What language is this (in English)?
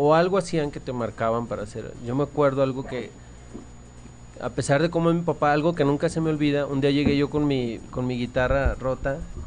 Spanish